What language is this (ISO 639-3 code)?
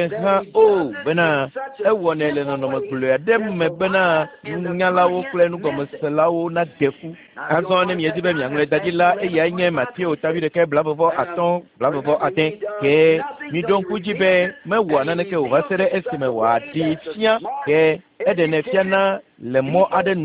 ewe